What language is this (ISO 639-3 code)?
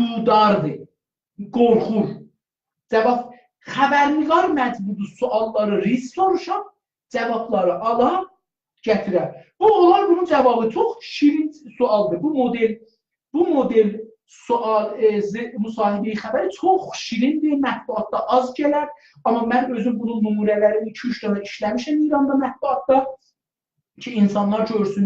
azb